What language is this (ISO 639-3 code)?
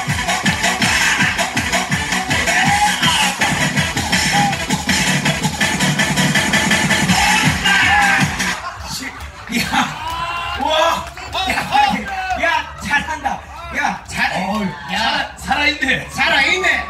kor